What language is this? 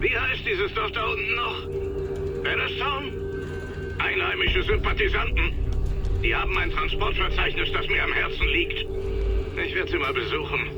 Bavarian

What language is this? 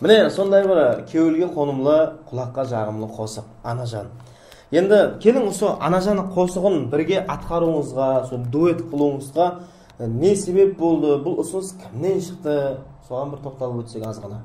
Kara-Kalpak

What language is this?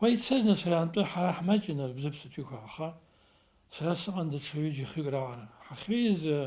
Abkhazian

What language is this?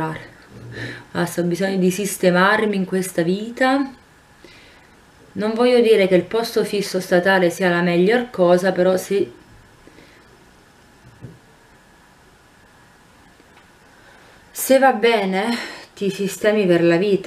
Italian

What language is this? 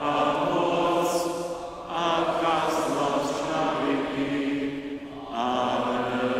Upper Sorbian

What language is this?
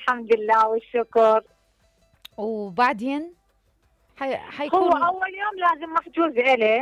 Mesopotamian Arabic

